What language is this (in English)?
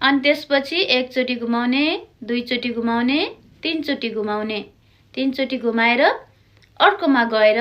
Nepali